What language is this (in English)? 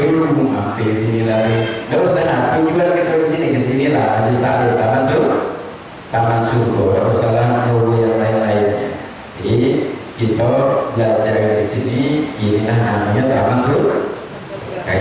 Musi